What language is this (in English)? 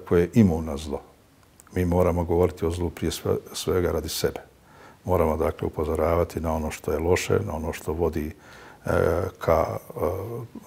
Bosnian